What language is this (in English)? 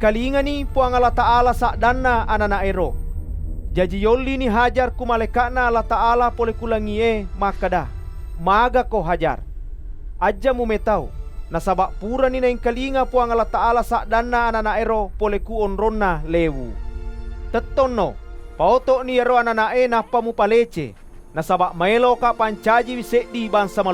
Buginese